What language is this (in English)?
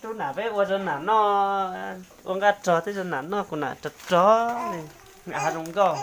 Hmong